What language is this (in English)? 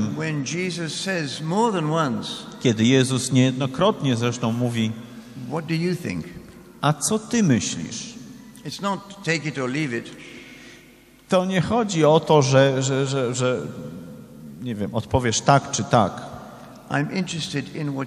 Polish